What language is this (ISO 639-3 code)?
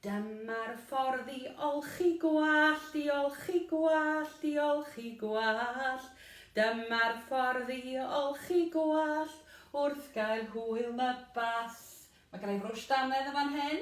cym